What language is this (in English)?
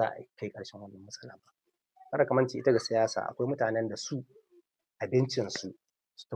Hausa